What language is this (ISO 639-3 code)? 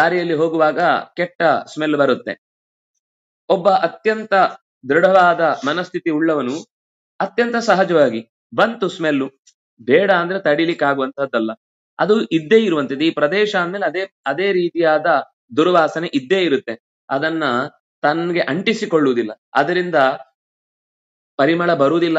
kan